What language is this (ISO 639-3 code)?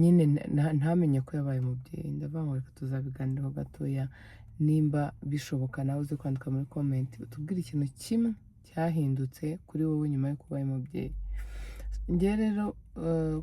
kin